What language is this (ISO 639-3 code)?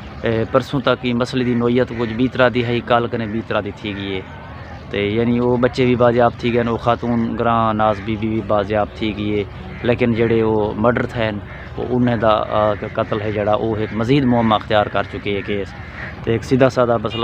skr